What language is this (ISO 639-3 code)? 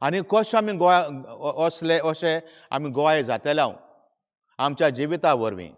kok